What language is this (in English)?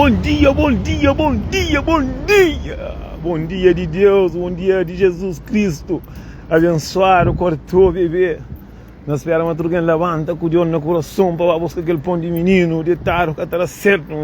Kabuverdianu